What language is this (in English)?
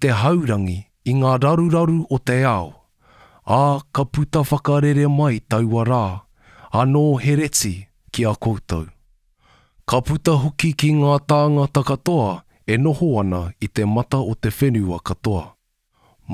Māori